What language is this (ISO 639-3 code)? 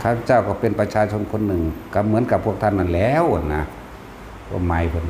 tts